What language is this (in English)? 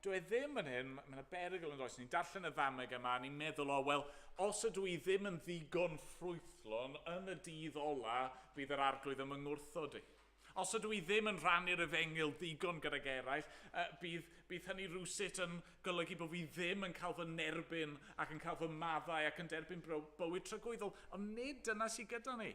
Welsh